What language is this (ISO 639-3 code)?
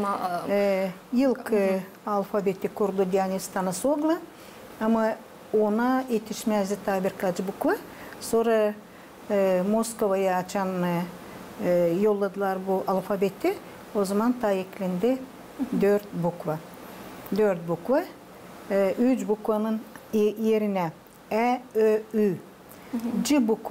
gag